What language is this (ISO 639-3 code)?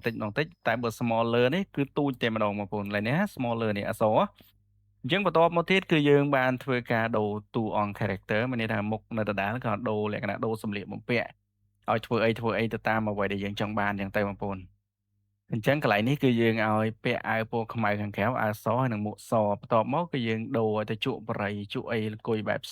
khm